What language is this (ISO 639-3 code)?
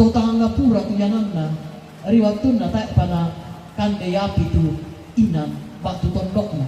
sda